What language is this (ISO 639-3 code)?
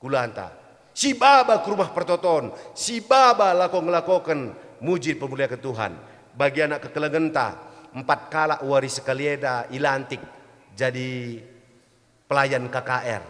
btx